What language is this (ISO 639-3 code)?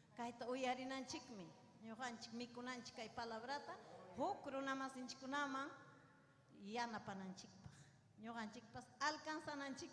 quy